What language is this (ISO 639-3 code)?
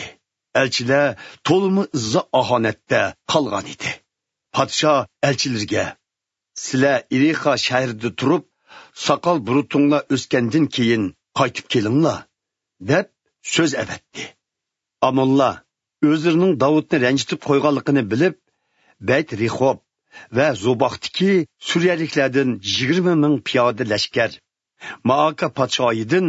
uig